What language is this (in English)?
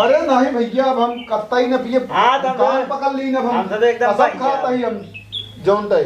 Awadhi